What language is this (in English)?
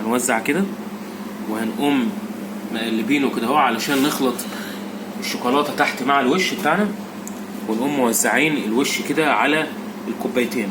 Egyptian Arabic